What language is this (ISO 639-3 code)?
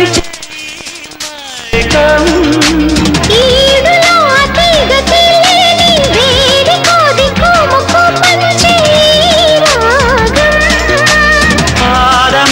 tel